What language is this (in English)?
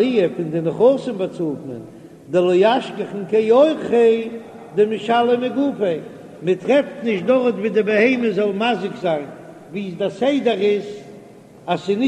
Yiddish